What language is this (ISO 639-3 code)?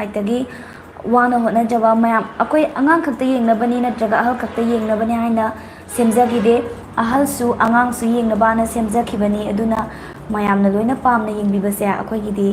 mni